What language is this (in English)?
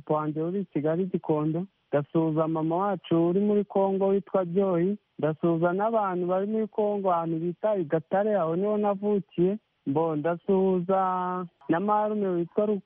Kinyarwanda